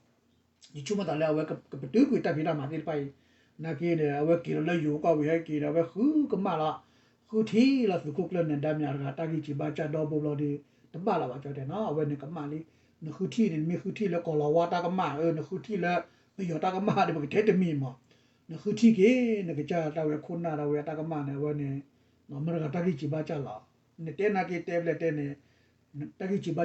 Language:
S'gaw Karen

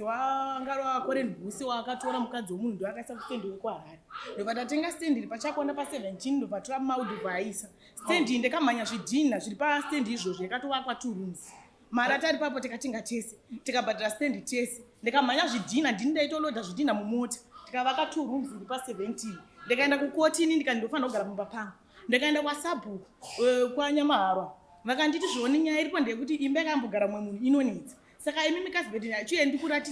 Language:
Shona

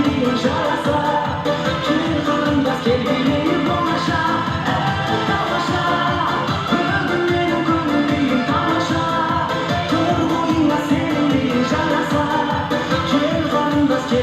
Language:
Kara-Kalpak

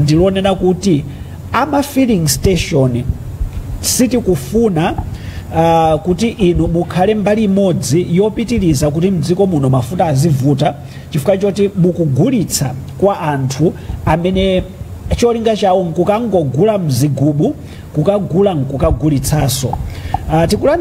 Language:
Nyanja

